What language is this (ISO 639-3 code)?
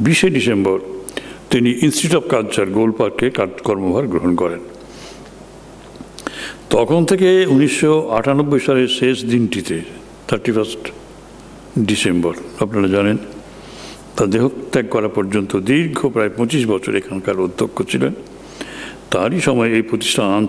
ben